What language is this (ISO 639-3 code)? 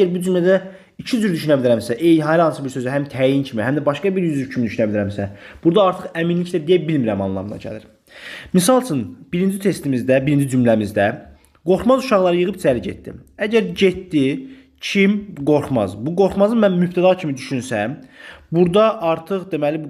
aze